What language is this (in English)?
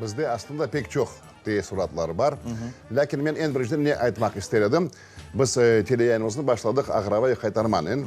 Crimean Tatar